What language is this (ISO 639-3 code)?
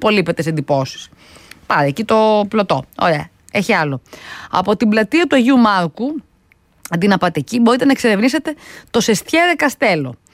ell